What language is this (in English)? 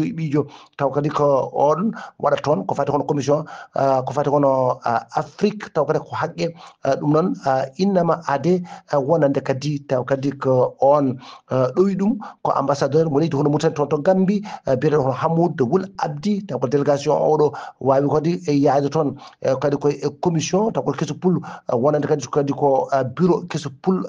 Fula